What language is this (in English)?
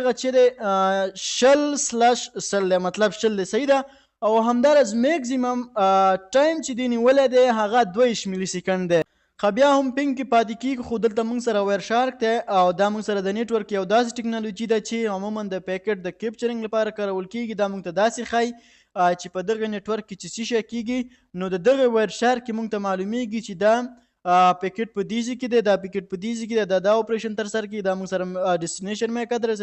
Pashto